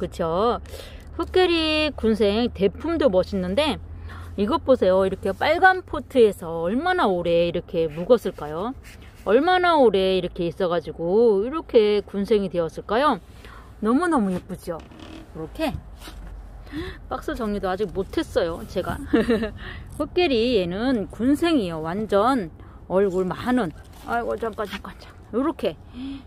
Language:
Korean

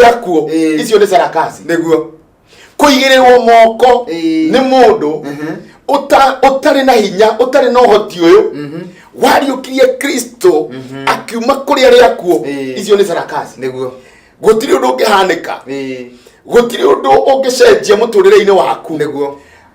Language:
Kikuyu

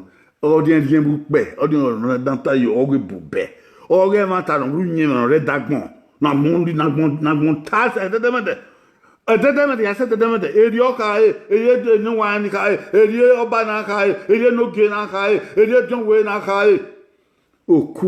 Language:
Bini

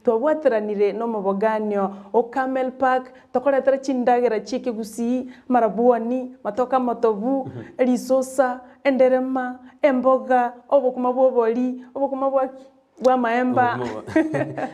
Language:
Gusii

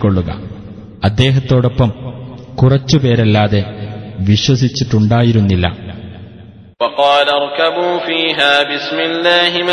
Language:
Malayalam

